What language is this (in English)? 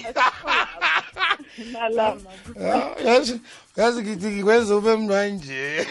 South Ndebele